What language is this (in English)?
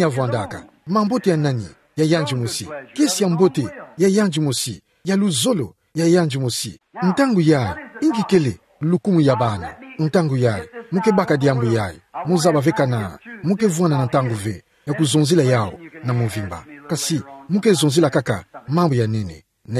Kituba (Democratic Republic of Congo)